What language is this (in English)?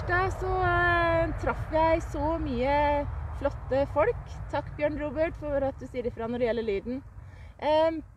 Norwegian